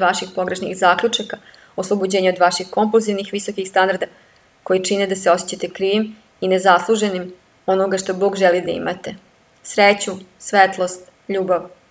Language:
Serbian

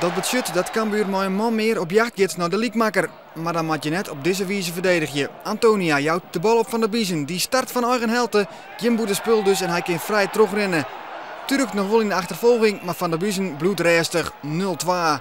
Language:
Western Frisian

